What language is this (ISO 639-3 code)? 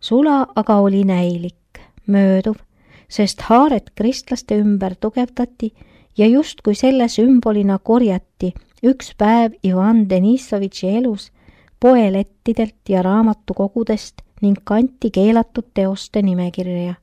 est